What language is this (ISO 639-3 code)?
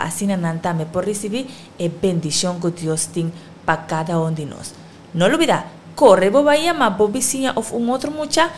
pap